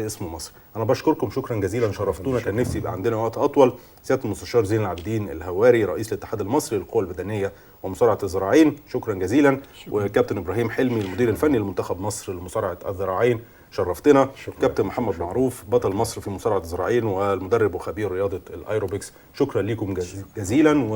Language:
Egyptian Arabic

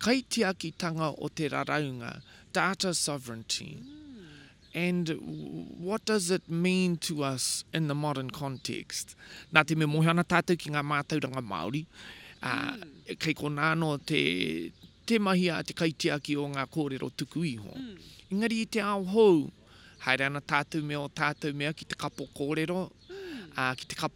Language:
Māori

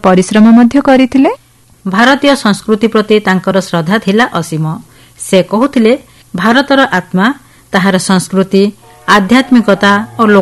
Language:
Odia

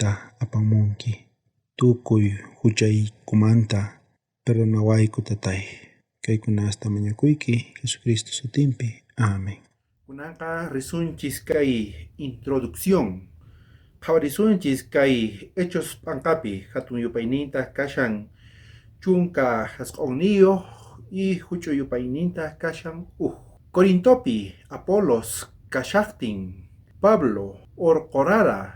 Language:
South Bolivian Quechua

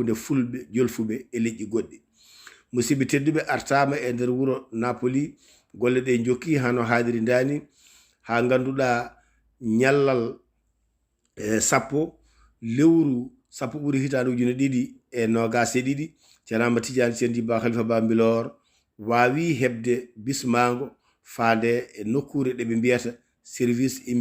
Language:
Fula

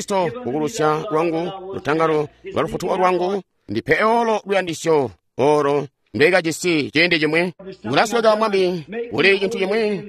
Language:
Tonga (Zambia)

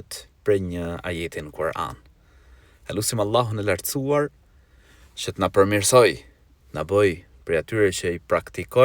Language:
Albanian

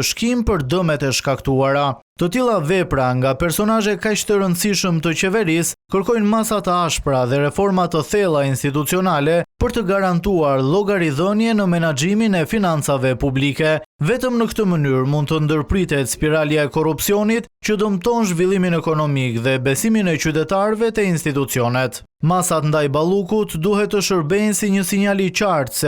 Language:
Albanian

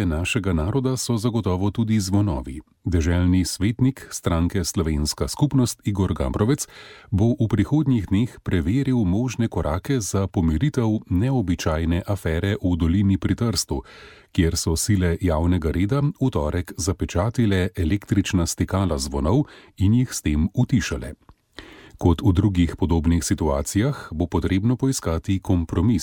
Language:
Slovenian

